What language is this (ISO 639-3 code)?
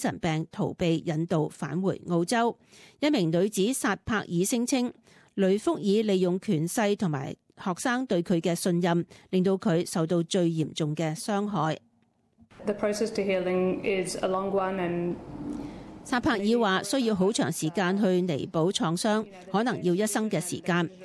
yue